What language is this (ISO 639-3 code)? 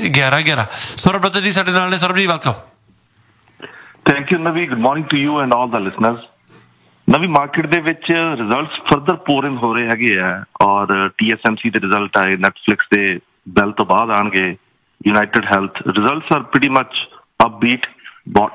pan